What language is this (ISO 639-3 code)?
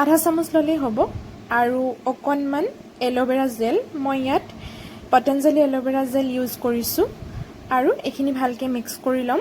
asm